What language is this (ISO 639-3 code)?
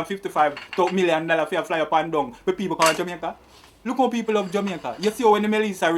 jam